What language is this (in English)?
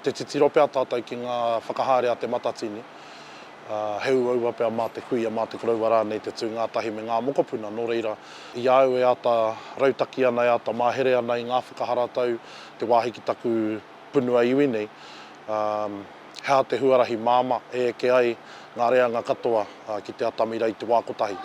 Māori